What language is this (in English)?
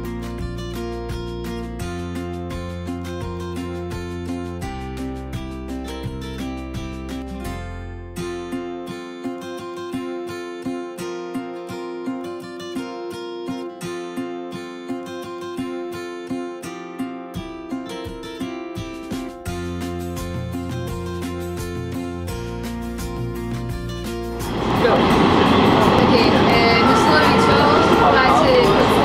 Danish